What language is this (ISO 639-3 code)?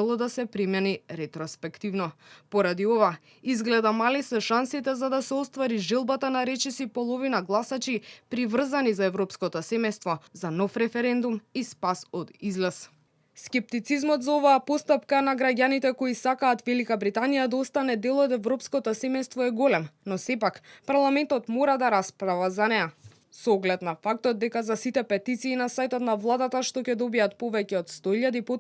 mkd